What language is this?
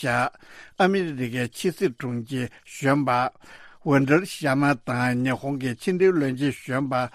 Tibetan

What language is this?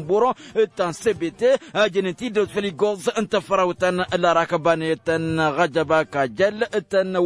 Tamasheq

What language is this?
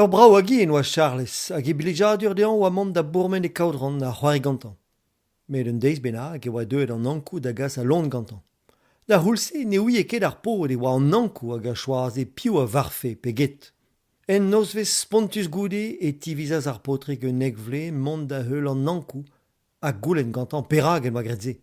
Breton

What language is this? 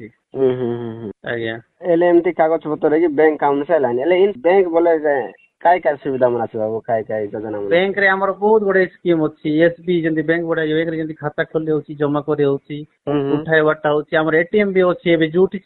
Odia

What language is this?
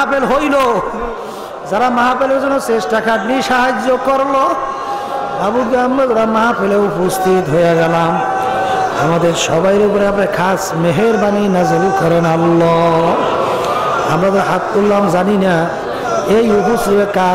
Bangla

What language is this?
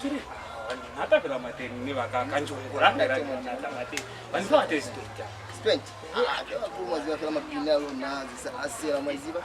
Lozi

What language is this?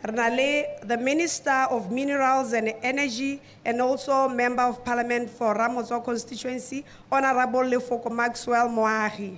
Tswana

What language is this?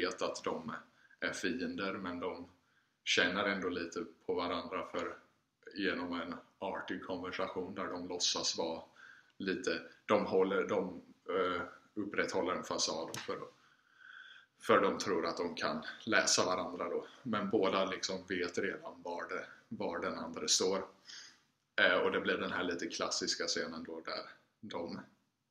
Swedish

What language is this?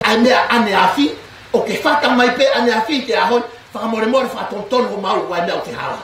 Tongan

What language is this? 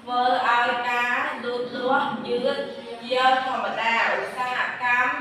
Khmer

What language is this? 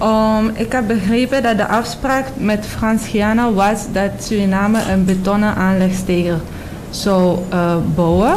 Dutch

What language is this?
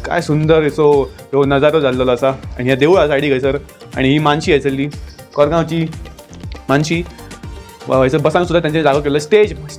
Konkani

